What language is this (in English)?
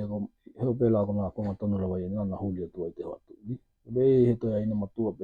Tokelau